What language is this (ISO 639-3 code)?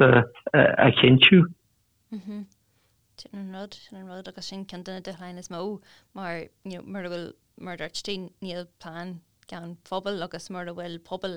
gle